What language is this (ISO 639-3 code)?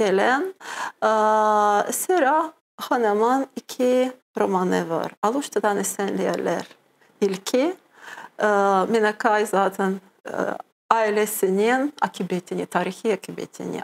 crh